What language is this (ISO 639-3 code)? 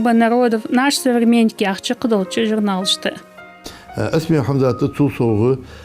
inh